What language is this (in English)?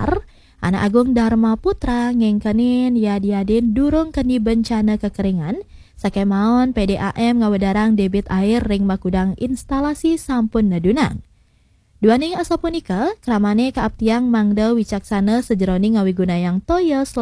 Balinese